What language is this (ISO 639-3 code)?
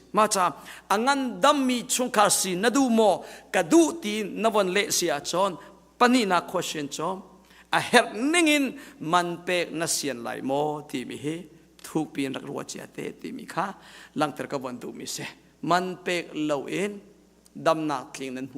cnh